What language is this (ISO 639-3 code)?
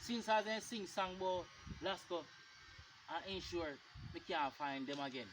jam